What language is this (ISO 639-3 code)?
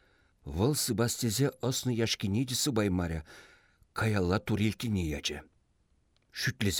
chv